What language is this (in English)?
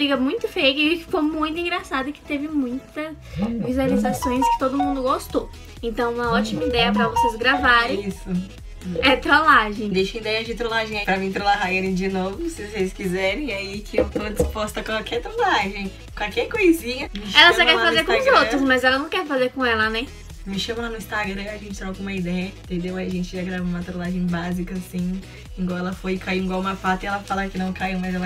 Portuguese